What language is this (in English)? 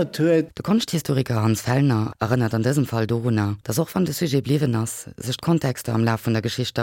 Luxembourgish